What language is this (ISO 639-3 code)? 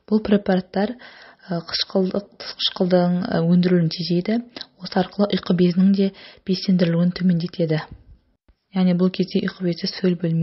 kaz